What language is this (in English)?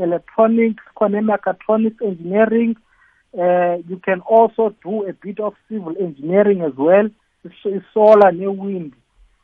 South Ndebele